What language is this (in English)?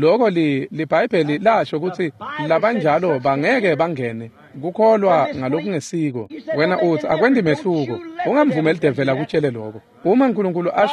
Swati